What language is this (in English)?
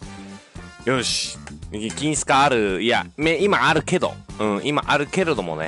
Japanese